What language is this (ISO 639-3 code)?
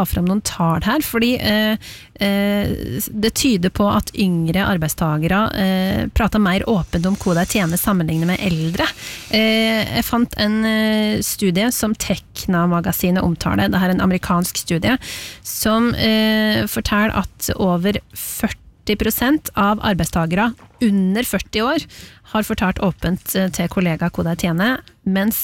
nor